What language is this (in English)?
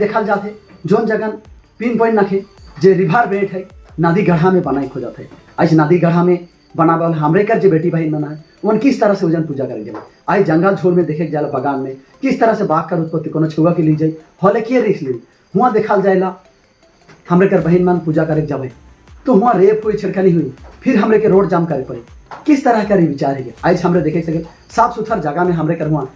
Sadri